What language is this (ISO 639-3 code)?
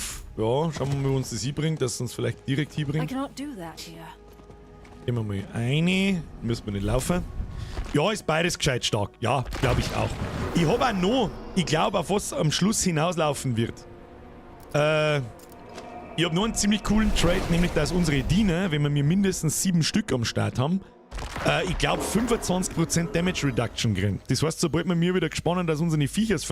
bar